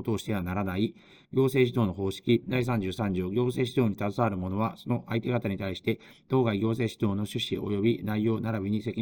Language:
Japanese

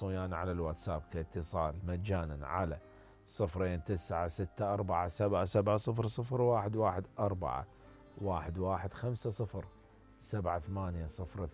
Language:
Mesopotamian Arabic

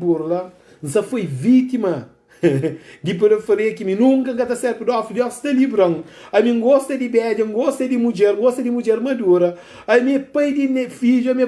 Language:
Kabuverdianu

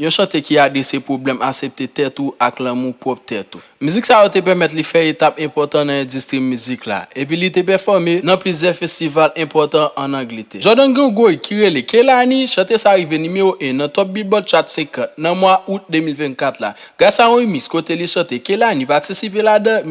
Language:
Haitian Creole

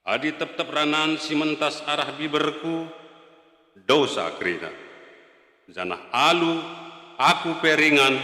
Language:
Batak Karo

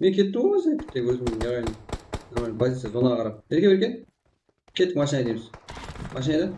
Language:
Kara-Kalpak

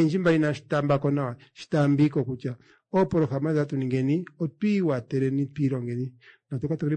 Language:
Kuanyama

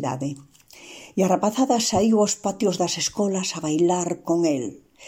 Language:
Galician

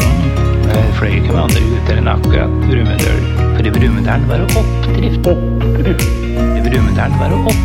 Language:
Norwegian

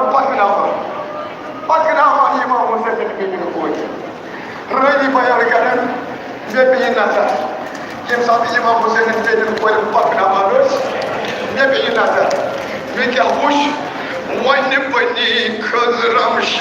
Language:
Kashmiri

